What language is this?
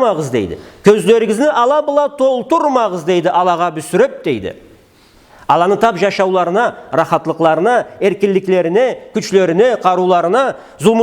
Karachay-Balkar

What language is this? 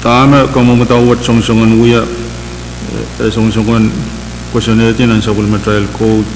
Pohnpeian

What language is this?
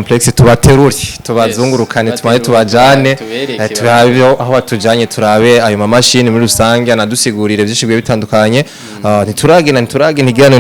Rundi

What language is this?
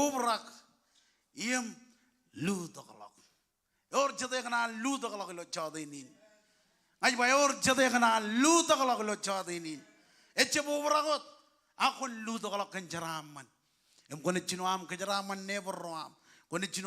Marshallese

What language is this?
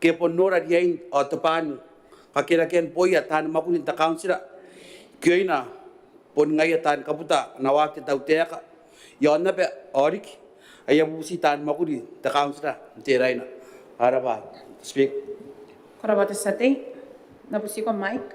Gilbertese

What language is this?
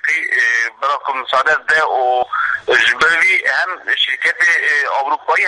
Kurdish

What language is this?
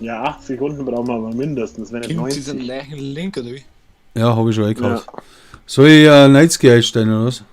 Bavarian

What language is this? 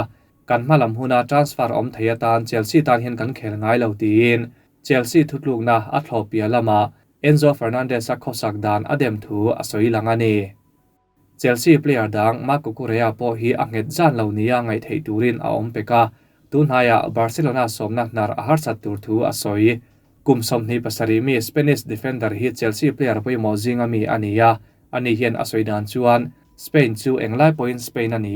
Mizo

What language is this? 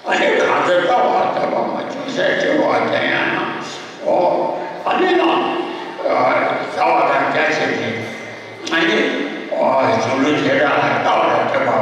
Tibetan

